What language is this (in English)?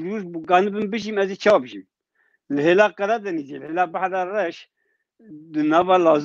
Kurdish